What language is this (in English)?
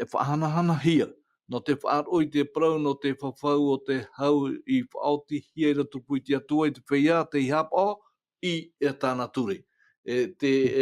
Tahitian